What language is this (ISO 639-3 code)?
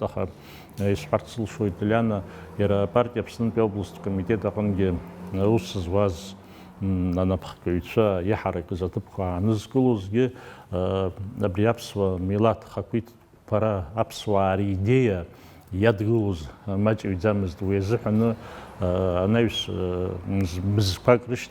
abk